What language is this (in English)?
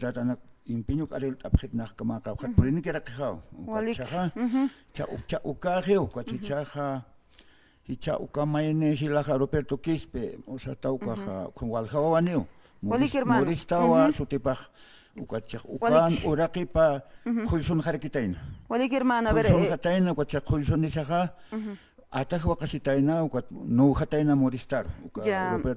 Aymara